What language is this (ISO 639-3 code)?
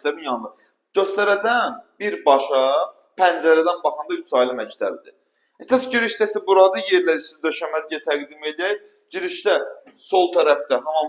aze